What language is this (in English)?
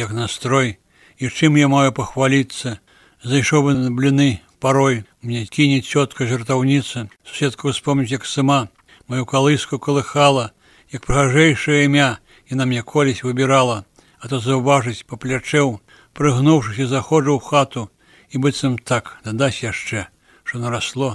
Belarusian